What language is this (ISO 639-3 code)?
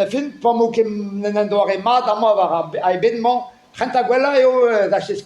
bre